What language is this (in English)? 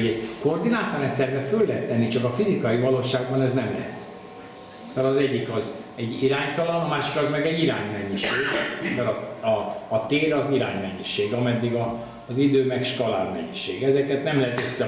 Hungarian